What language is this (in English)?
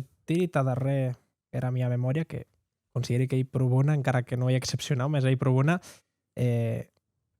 Occitan